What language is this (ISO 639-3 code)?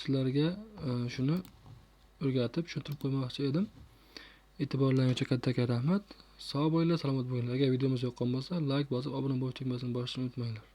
uzb